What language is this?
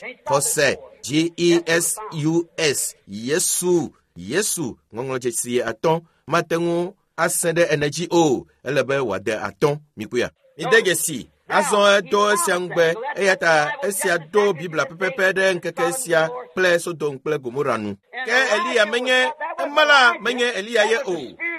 Ewe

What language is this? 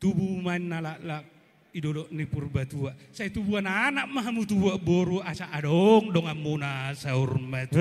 Batak Toba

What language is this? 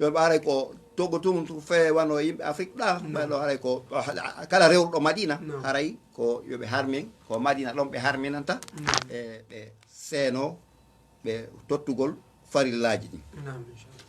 Fula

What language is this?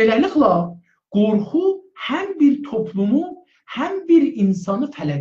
South Azerbaijani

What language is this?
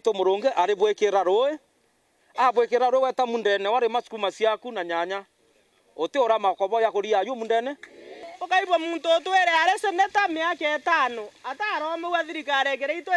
Meru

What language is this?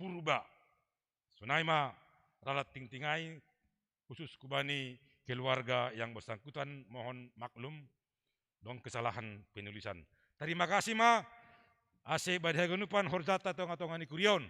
Batak Simalungun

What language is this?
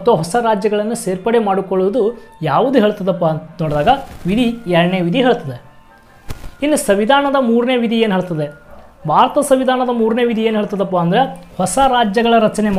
Kannada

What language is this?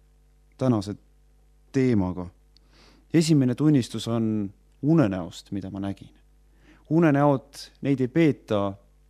Estonian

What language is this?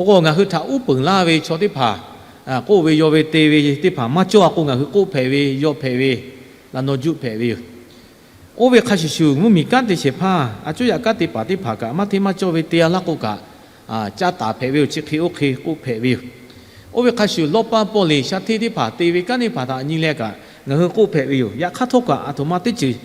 Lahu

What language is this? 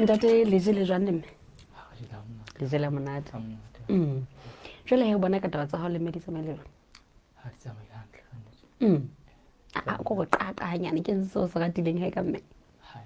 Southern Sotho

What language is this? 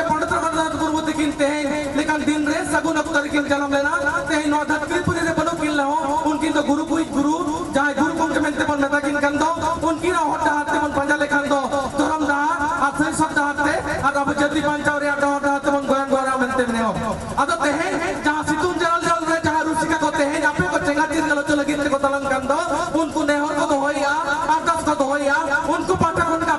Santali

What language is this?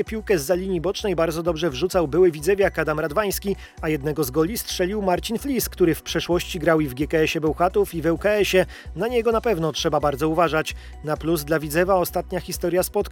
Polish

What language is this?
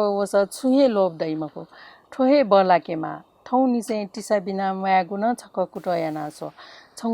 Newari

